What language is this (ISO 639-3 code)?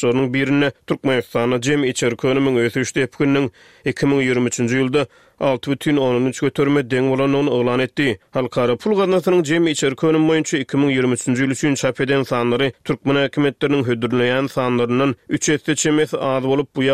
tuk